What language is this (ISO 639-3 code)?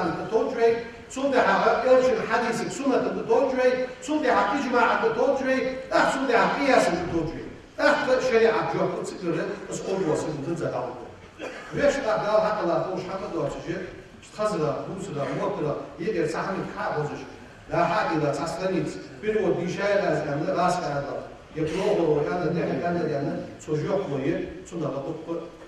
inh